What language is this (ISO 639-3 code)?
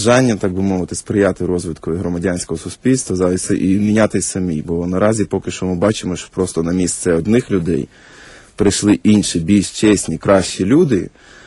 ukr